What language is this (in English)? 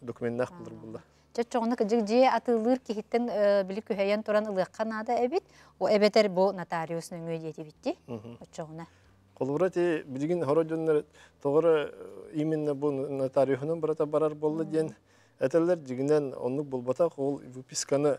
Yakut